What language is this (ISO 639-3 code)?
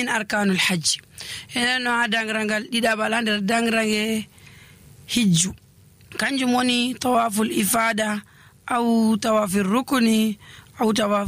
fuv